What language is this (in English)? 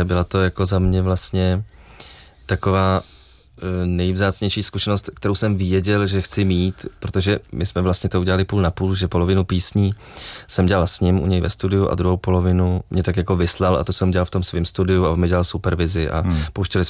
Czech